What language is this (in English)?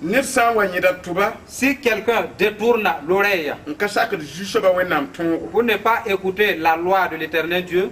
Mossi